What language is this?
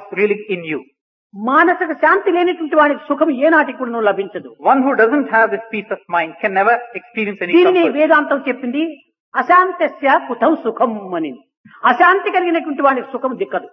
Telugu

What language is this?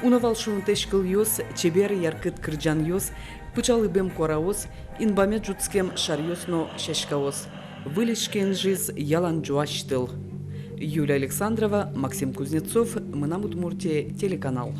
Udmurt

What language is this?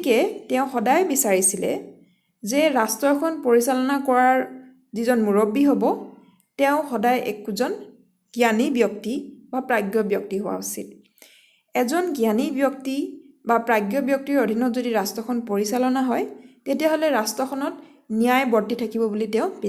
Assamese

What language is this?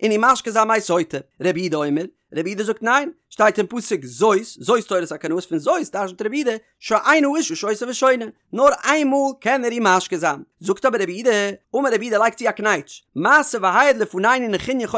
Yiddish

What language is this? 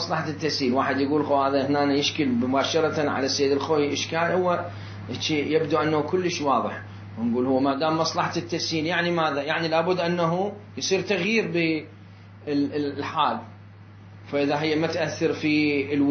Mesopotamian Arabic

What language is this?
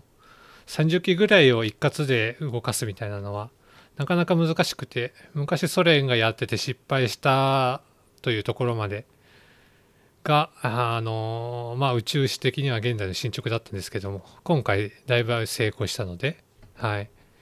Japanese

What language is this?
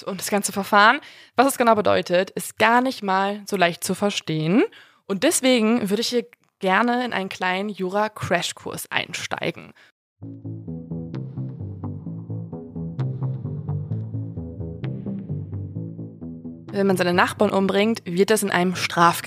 German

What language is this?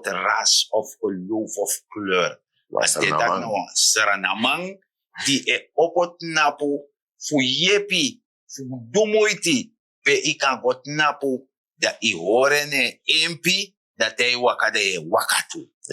Sranan Tongo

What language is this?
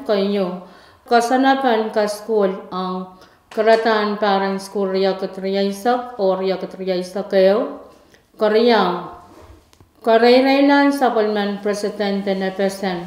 Pohnpeian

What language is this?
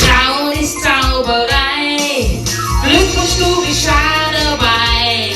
Bavarian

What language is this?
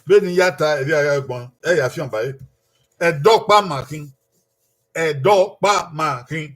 Bini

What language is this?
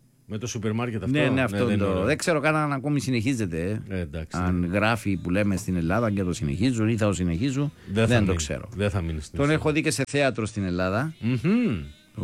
Greek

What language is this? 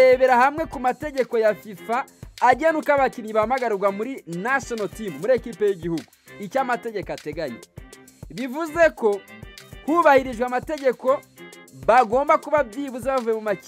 Kinyarwanda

